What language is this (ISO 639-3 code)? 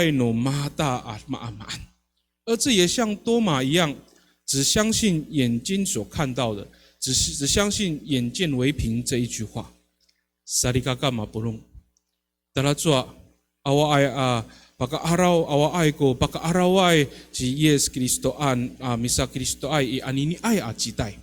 ami